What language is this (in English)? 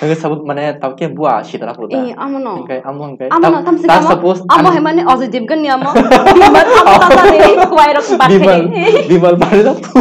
Kok Borok